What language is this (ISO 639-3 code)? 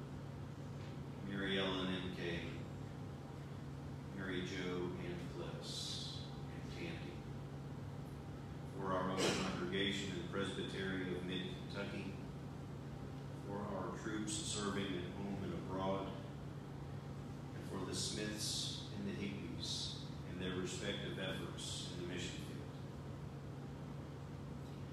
eng